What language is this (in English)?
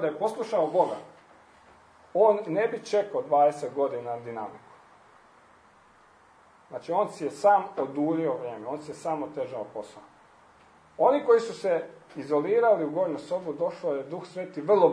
Croatian